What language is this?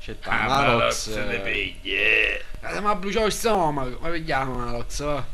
Sicilian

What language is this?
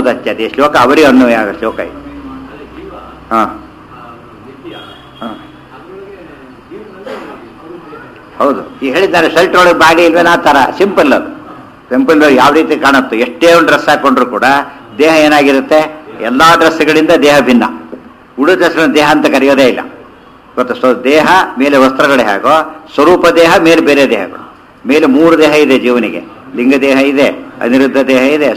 Kannada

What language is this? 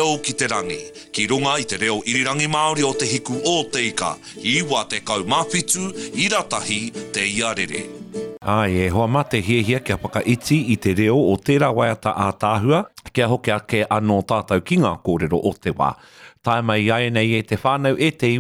Māori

